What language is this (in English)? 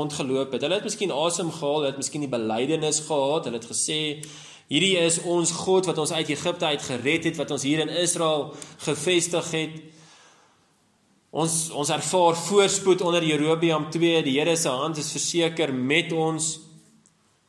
Afrikaans